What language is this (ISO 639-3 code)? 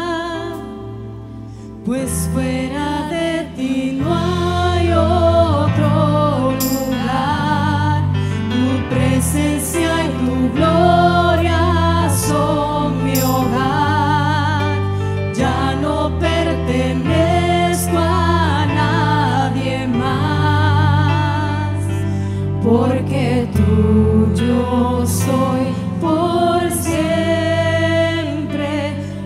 spa